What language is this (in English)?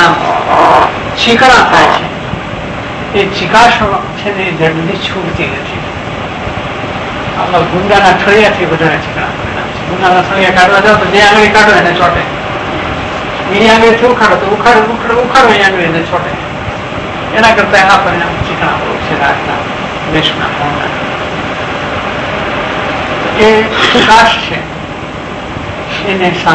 Gujarati